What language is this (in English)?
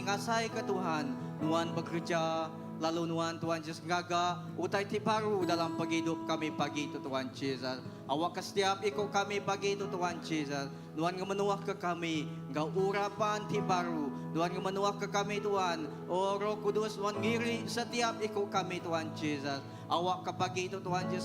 Iban